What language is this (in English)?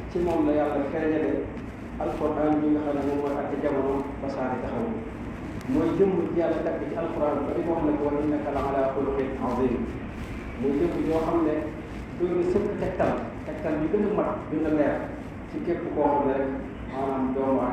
Wolof